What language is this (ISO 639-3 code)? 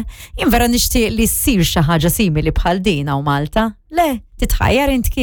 mlt